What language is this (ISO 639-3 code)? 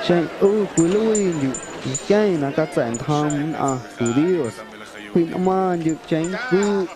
amu